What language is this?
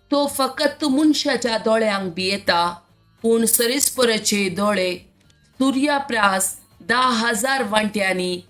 Konkani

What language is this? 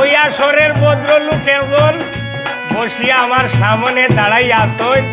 Sylheti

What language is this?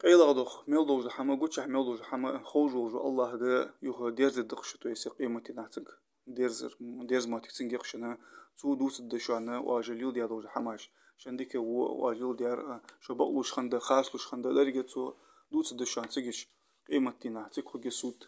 Ingush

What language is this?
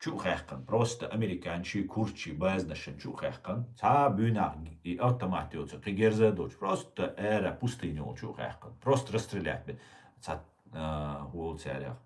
Chechen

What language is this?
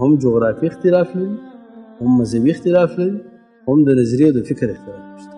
Pashto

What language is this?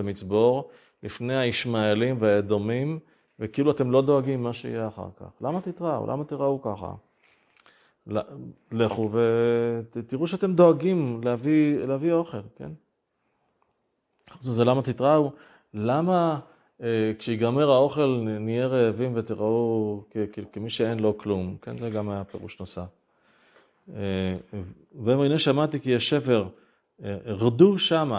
Hebrew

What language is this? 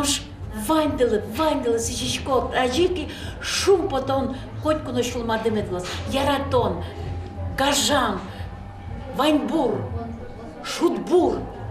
Udmurt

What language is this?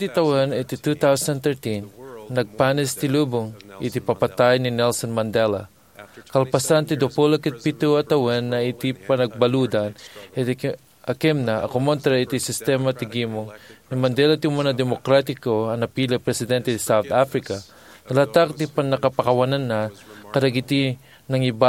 Iloko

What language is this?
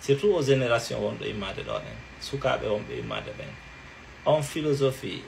Fula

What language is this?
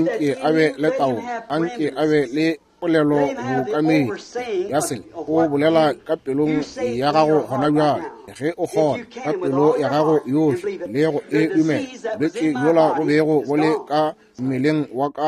Northern Sotho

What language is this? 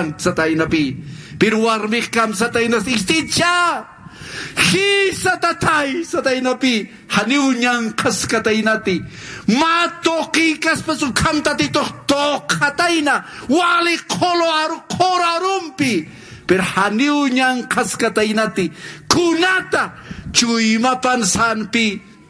Aymara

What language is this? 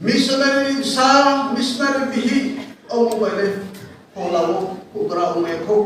Riang (India)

